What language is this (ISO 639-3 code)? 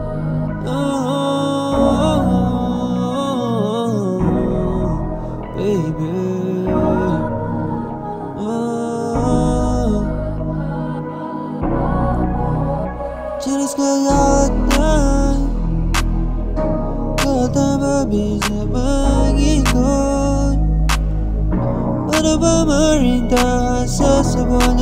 msa